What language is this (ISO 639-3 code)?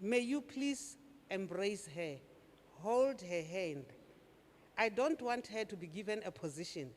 ven